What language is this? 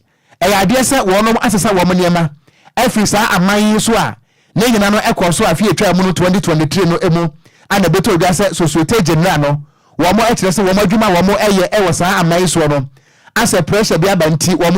Akan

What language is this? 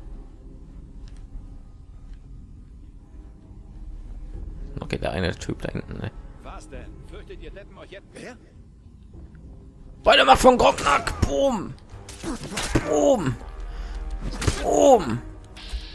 German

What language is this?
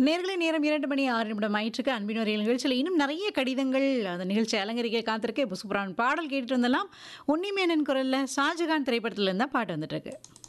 Tamil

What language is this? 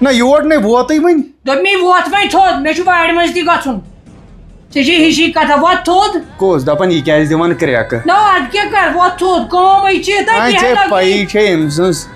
Kashmiri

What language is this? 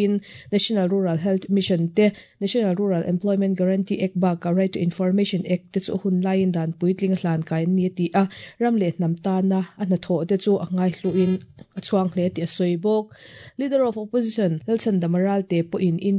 Mizo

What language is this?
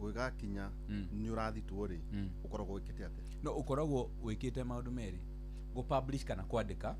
Kikuyu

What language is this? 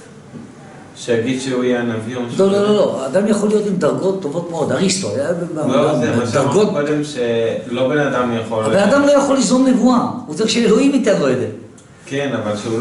Hebrew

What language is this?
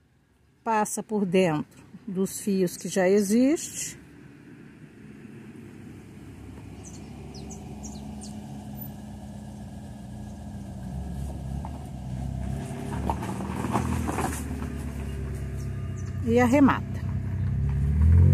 Portuguese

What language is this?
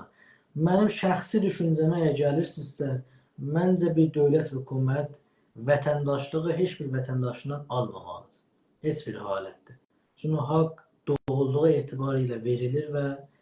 South Azerbaijani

